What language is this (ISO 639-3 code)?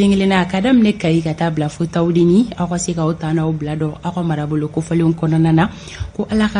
bam